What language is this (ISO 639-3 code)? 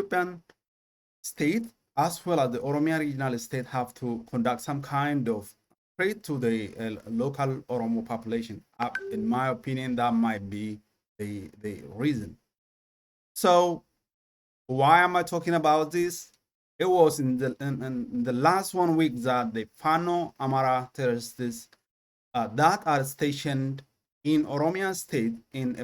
eng